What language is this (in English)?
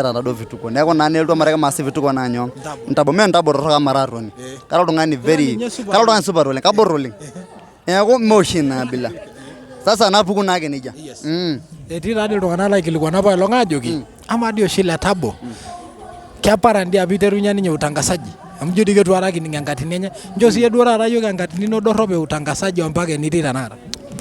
Masai